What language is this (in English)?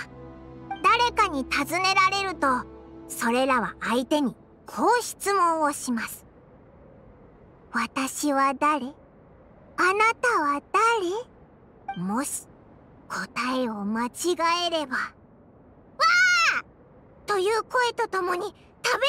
Japanese